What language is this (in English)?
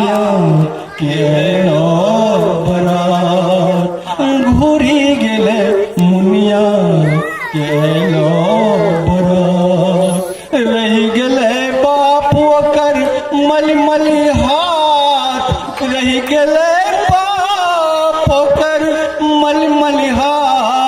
Angika